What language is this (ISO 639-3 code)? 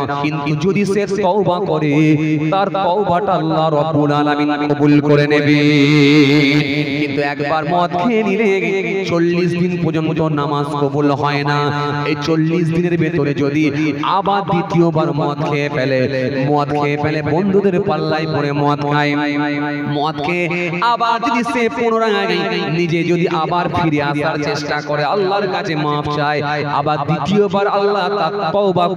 ben